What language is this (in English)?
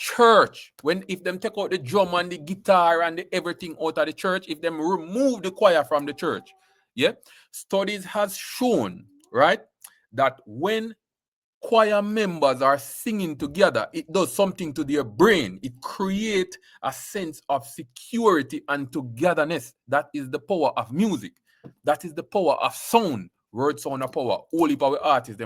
Jamaican Creole English